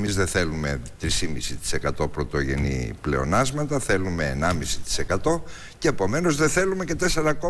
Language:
Greek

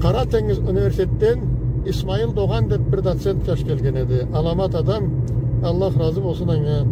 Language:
Karachay-Balkar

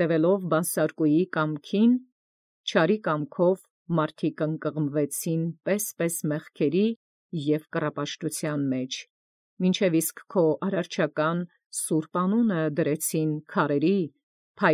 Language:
Armenian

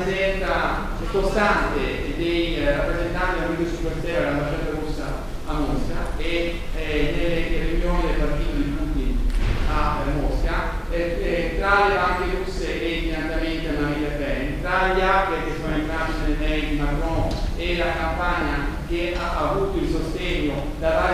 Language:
Italian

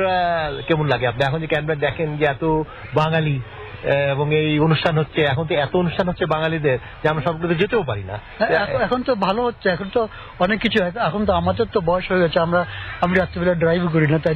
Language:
Bangla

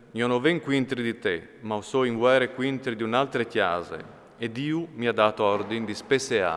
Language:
Friulian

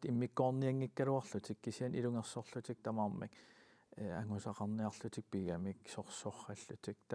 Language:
Kalaallisut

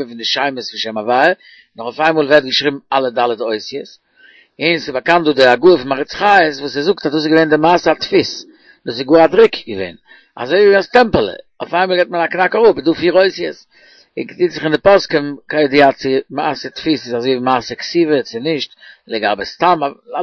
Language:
Yiddish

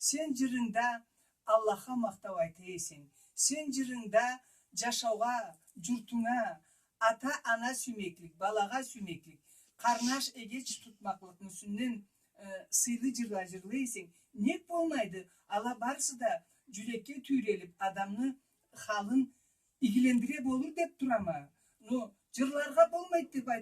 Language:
Karachay-Balkar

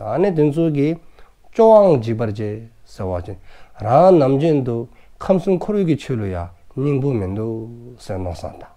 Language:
Dzongkha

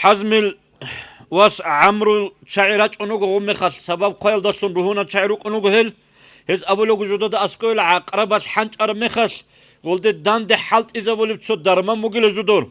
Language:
Avaric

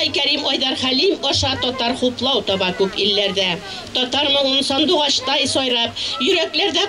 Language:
Bashkir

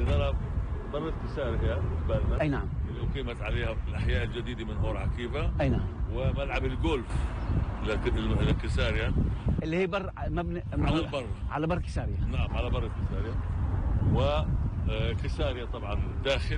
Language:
North Levantine Arabic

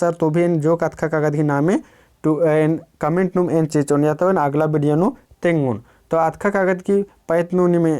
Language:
Kurukh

